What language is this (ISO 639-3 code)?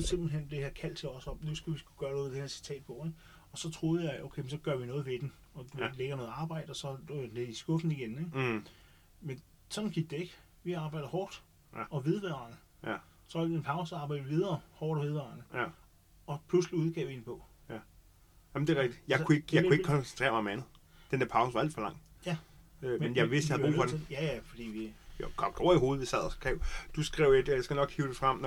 dan